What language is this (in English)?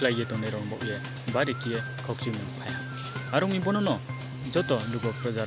Riang (India)